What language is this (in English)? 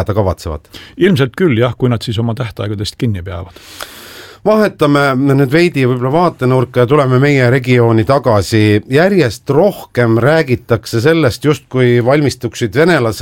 Estonian